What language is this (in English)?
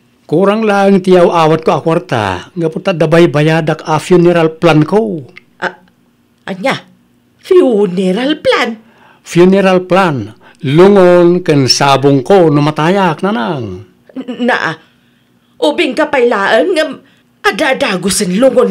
Iloko